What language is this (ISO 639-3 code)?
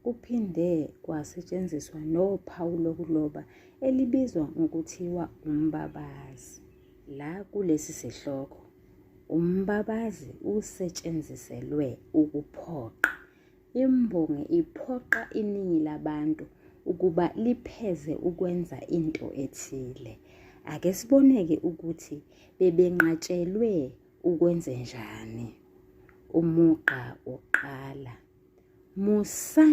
zul